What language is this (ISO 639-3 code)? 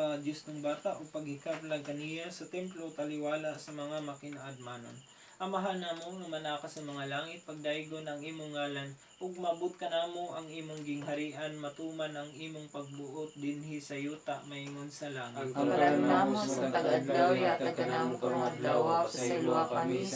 ceb